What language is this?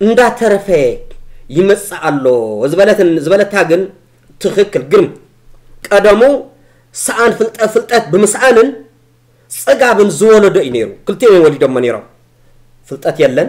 Tigrinya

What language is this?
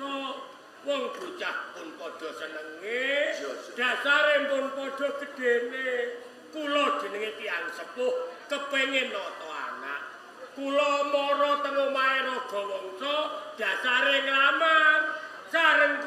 Javanese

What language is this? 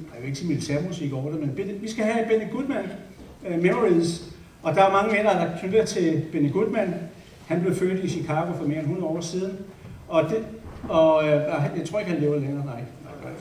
Danish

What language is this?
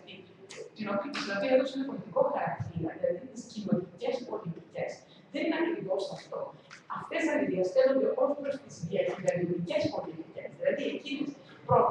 Greek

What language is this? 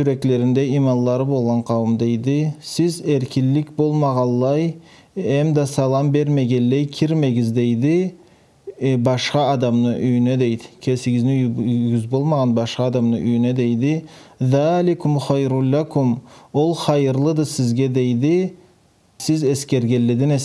Karachay-Balkar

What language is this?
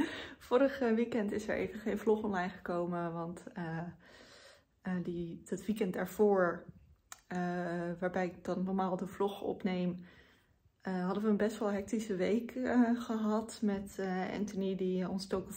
Dutch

